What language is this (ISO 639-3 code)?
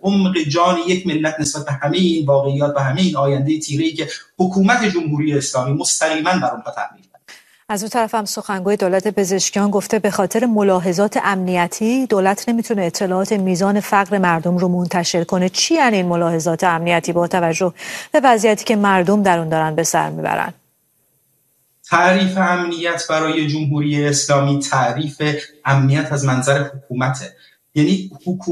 fas